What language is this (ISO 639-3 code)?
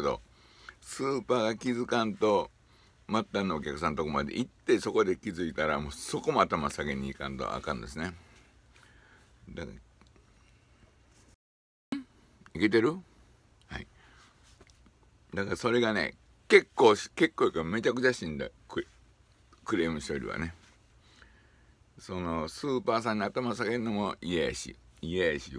jpn